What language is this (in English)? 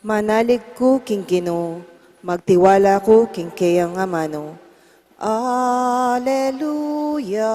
Pampanga